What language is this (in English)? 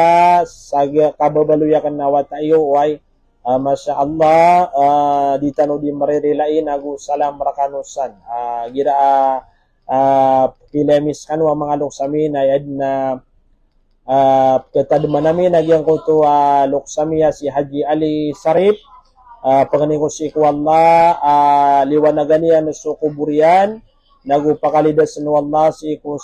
Maranao